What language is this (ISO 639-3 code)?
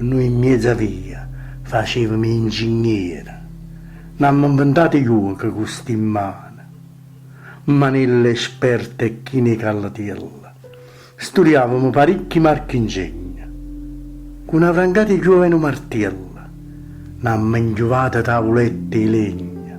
nap